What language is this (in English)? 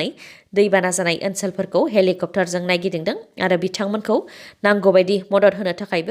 Bodo